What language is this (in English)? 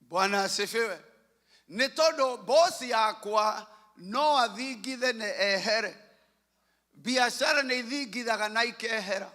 Kikuyu